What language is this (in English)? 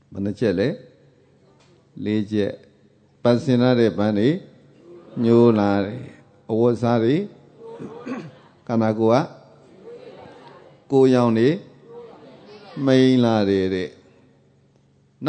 Burmese